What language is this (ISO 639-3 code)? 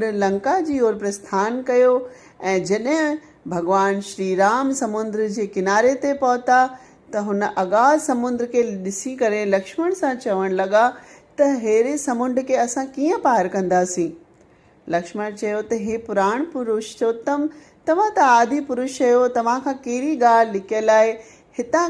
snd